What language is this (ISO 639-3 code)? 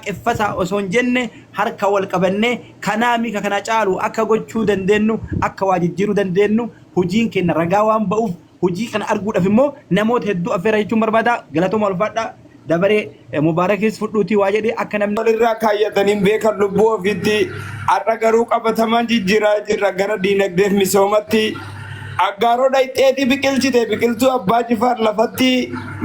orm